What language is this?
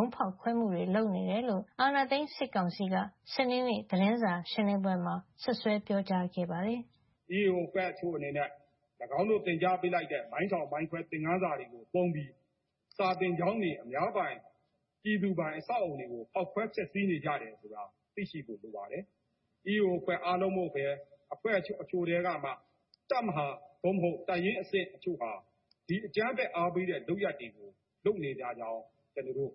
Burmese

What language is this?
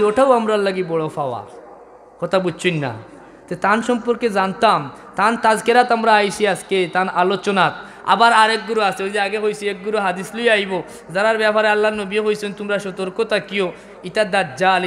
Sylheti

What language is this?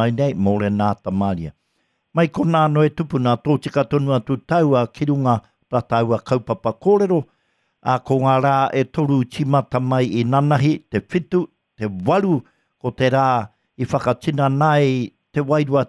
Māori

